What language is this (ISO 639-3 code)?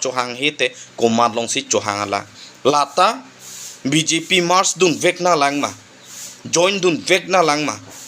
mjw